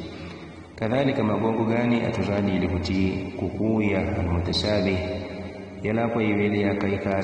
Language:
Yao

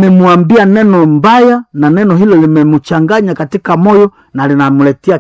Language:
Swahili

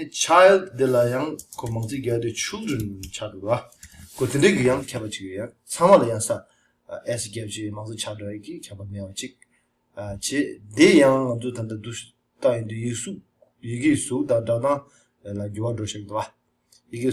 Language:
Tibetan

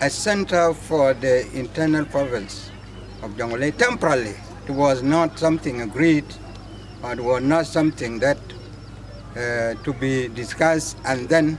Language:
Dinka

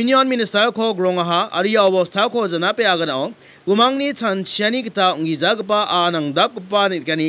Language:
Garo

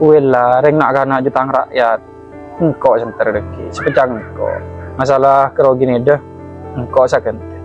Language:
Madurese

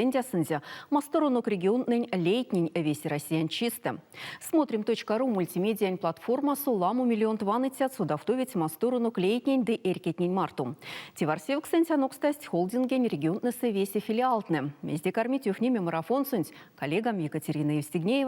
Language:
Erzya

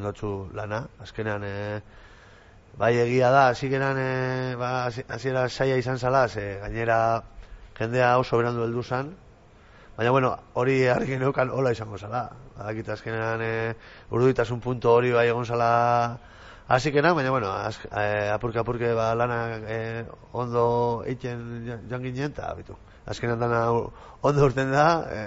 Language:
Basque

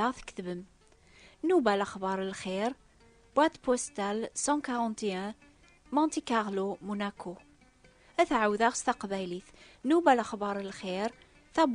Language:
Kabyle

